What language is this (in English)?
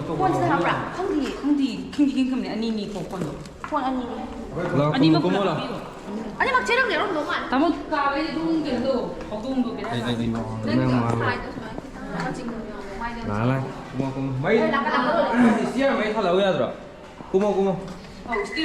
Manipuri